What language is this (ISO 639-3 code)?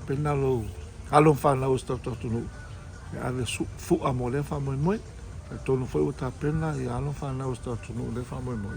smo